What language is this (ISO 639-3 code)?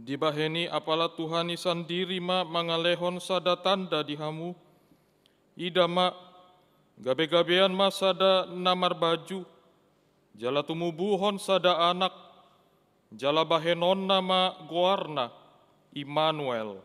bbc